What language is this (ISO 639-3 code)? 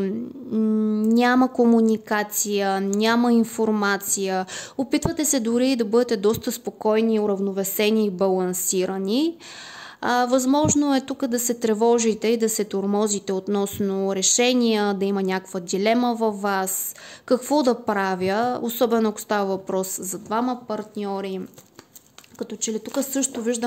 bul